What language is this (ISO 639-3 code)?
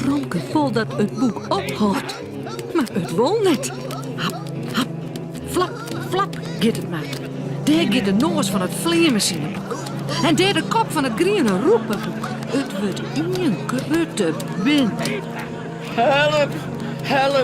fry